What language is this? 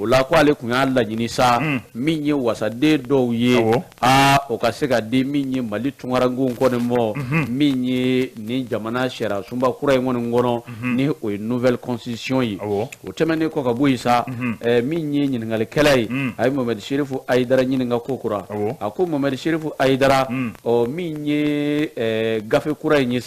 Bambara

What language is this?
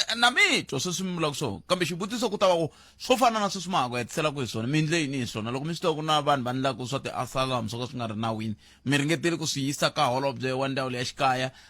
Tsonga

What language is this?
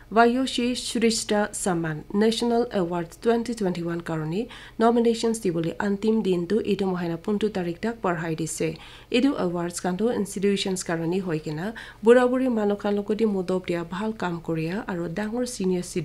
Naga Pidgin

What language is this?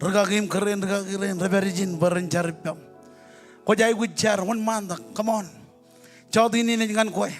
Marshallese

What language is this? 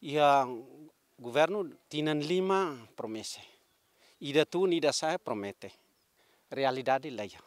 Tetum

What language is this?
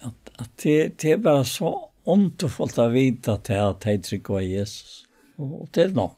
Faroese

